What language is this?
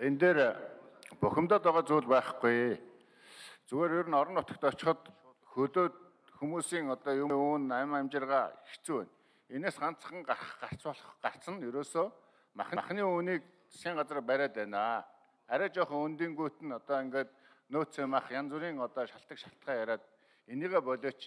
Mongolian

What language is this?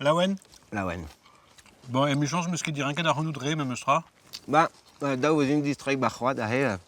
Breton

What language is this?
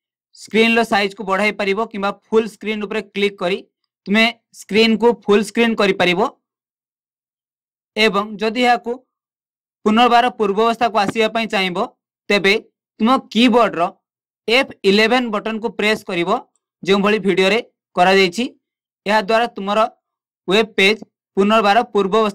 Odia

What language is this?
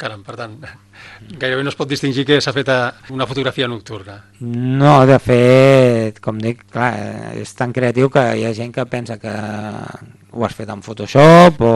Catalan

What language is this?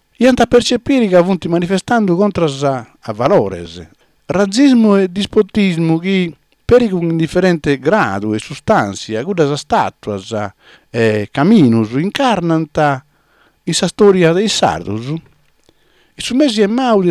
Sardinian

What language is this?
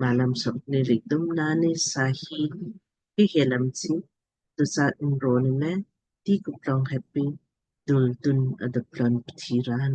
Lamkang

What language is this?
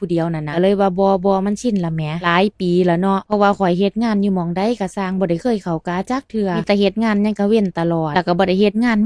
Lao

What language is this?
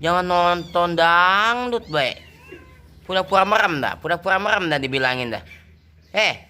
Betawi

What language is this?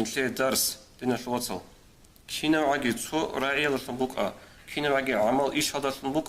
Avaric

